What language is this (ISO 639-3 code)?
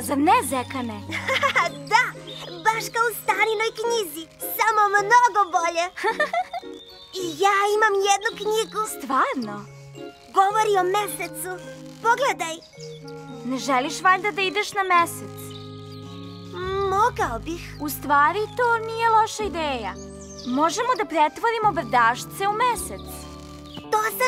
srp